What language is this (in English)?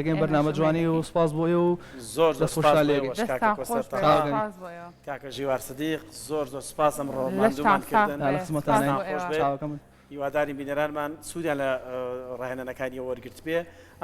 Central Kurdish